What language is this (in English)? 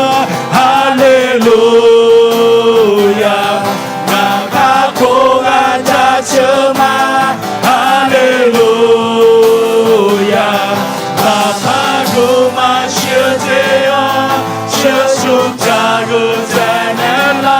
Akha